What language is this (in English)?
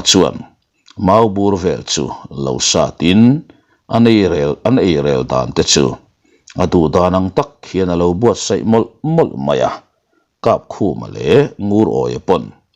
Mizo